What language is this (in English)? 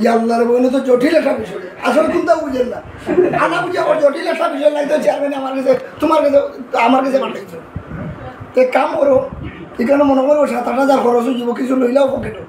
Sylheti